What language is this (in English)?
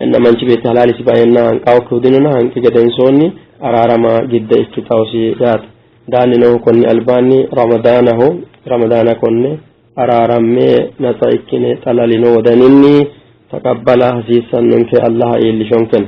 Sidamo